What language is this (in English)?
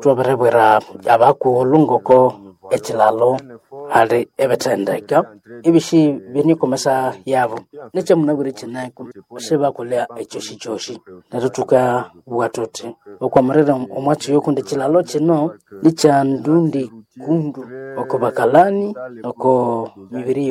Nande